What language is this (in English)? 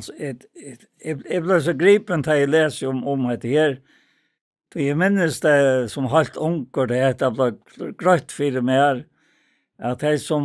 Faroese